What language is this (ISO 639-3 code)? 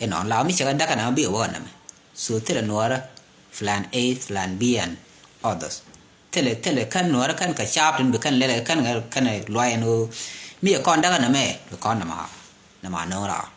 nus